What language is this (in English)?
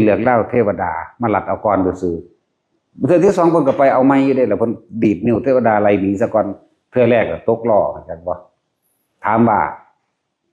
Northeastern Thai